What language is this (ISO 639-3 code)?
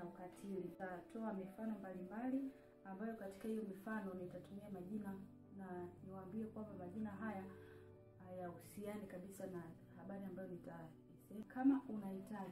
swa